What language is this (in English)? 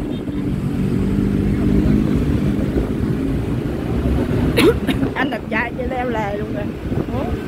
Vietnamese